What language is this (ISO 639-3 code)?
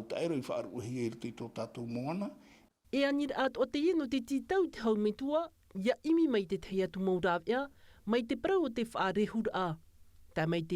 tah